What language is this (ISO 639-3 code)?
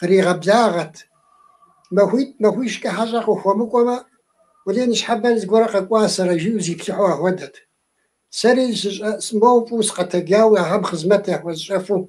kbd